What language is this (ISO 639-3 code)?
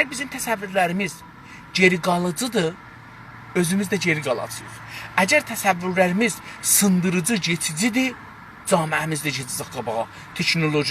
azb